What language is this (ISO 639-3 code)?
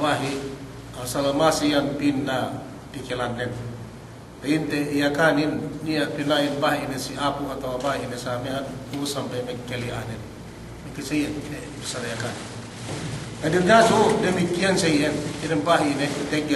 yka